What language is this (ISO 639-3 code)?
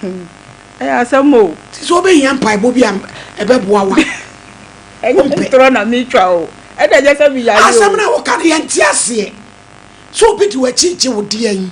aka